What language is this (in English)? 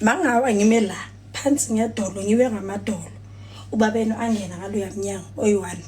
Zulu